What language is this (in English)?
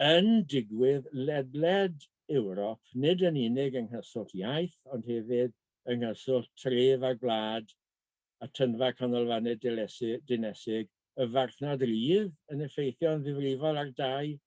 Welsh